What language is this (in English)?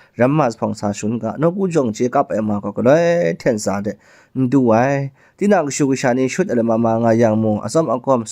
Kachin